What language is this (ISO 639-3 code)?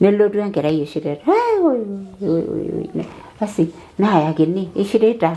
mas